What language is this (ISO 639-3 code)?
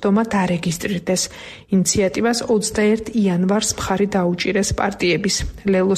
kat